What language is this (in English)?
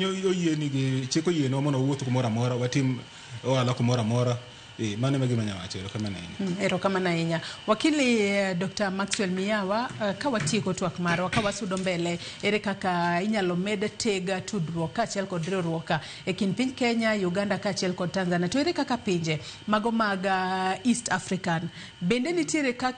Luo (Kenya and Tanzania)